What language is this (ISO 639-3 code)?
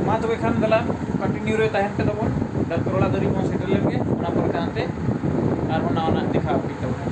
sat